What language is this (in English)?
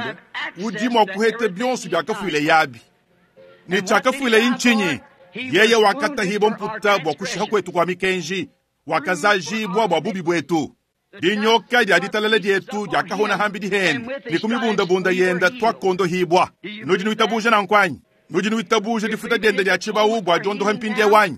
Luba-Lulua